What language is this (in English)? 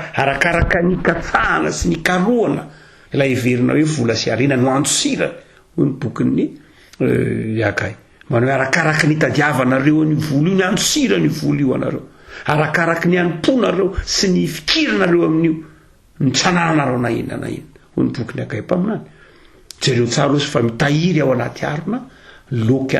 Malagasy